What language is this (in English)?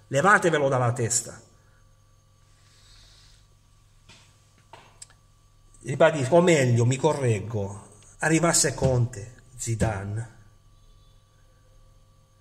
Italian